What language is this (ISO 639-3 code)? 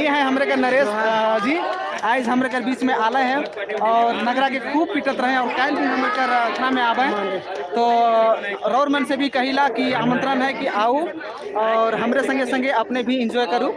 sck